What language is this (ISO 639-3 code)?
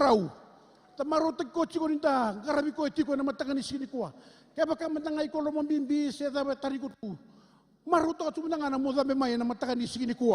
fij